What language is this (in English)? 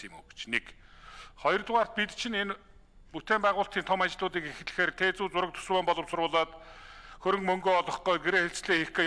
Mongolian